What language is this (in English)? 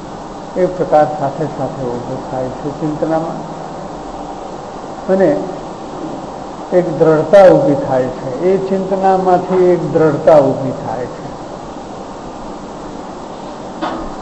Gujarati